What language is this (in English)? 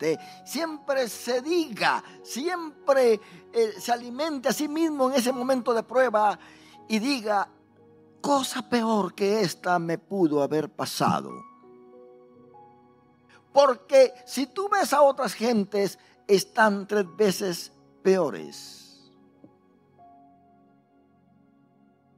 Spanish